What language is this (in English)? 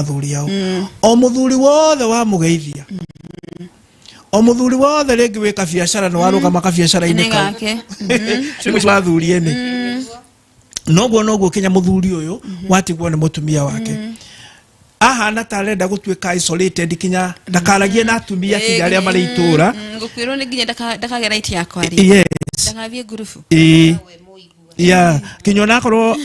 Kikuyu